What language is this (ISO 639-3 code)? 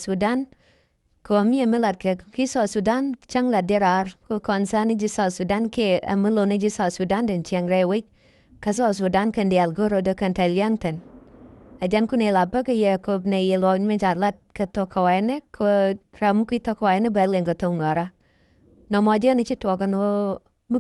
nus